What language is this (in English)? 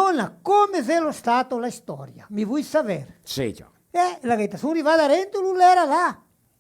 Venetian